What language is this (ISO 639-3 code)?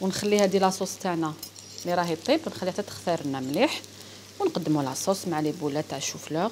arq